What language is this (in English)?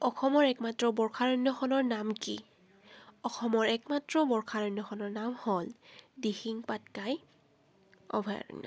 Assamese